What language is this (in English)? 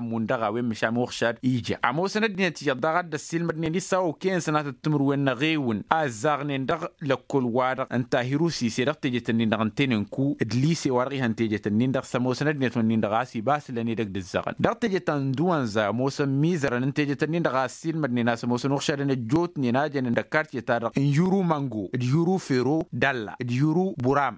Tamasheq